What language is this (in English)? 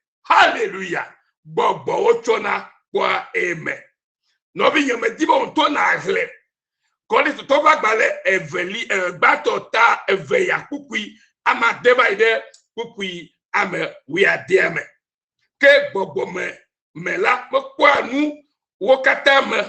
Ewe